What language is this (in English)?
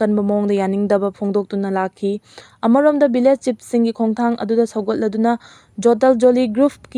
Manipuri